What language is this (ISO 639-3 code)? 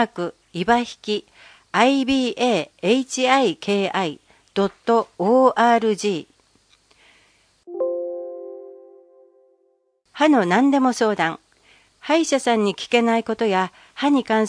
jpn